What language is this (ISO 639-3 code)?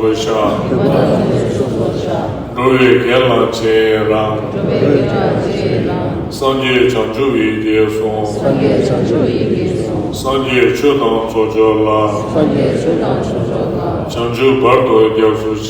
bod